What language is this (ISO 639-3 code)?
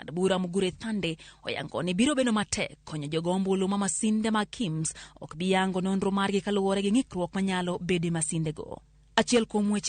luo